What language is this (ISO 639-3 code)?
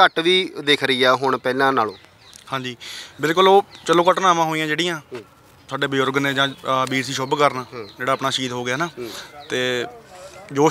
pan